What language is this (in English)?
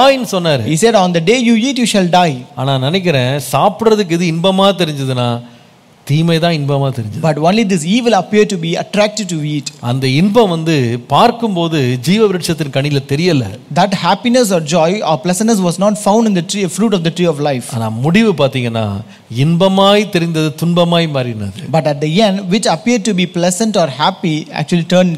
Tamil